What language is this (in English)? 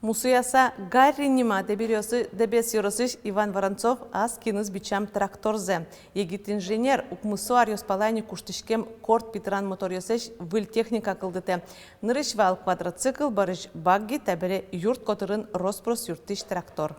Udmurt